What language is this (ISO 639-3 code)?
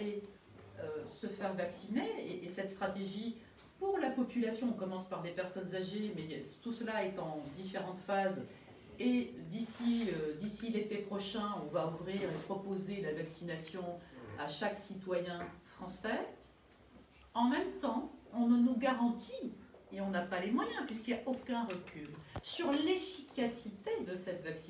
fra